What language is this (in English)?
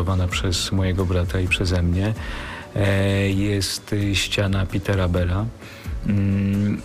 Polish